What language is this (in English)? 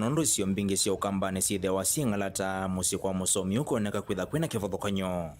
Kamba